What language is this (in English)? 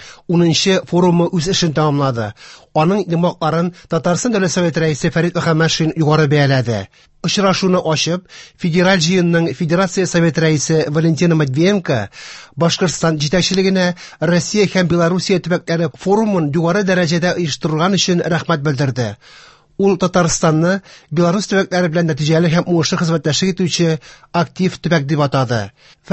Tatar